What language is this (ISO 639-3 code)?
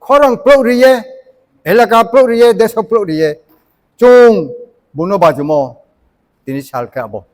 ria